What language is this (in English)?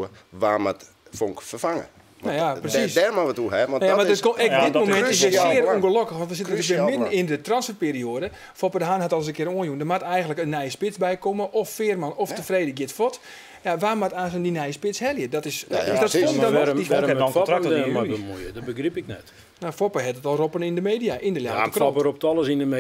Western Frisian